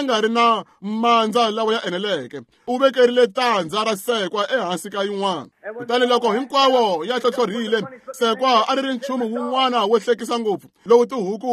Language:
Tsonga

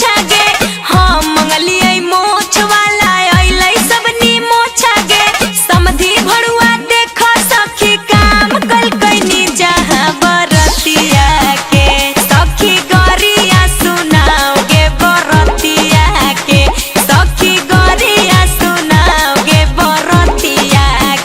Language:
Magahi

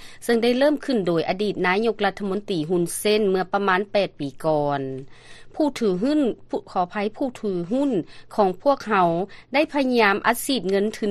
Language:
Lao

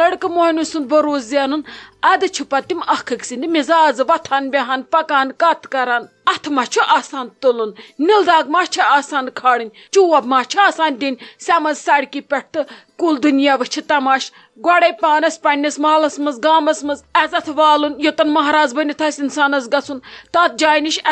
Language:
Kashmiri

